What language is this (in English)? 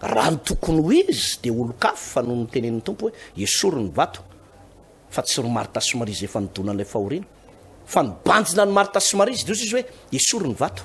Malagasy